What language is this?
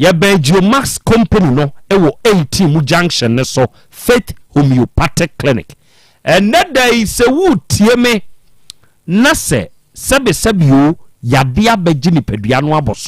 Akan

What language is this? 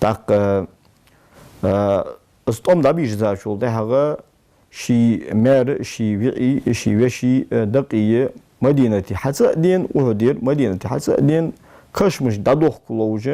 Ingush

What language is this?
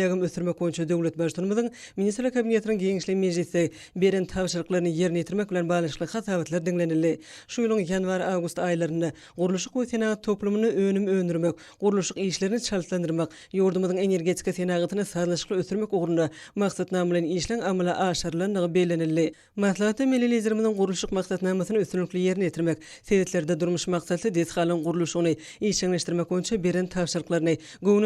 Turkmen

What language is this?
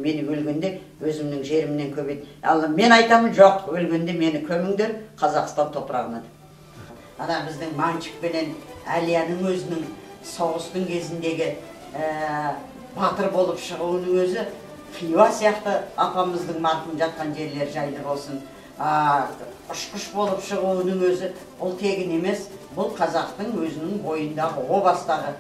Kazakh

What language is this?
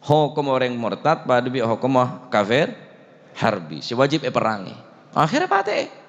Madurese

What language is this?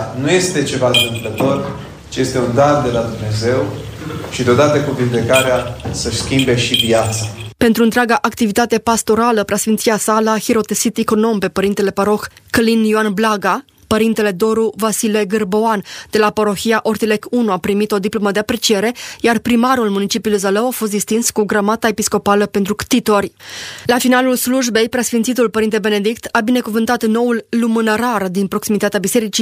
Romanian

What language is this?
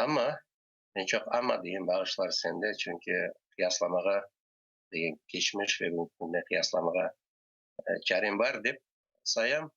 Crimean Tatar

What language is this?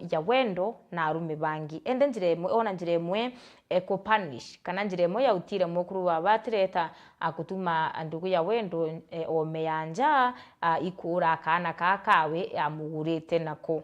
Meru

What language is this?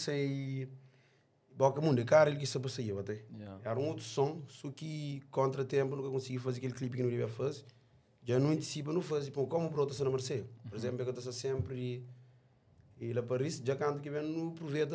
Kabuverdianu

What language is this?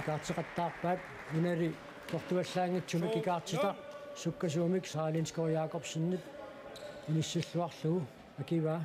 Kalaallisut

